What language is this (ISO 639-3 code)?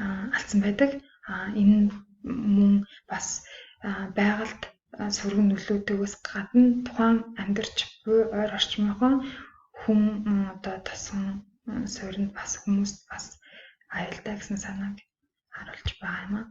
mon